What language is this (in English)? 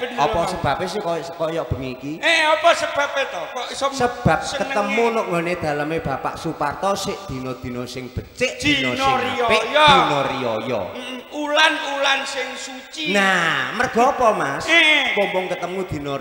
Javanese